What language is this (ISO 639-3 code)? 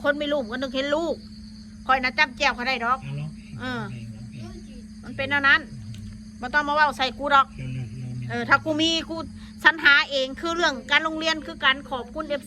tts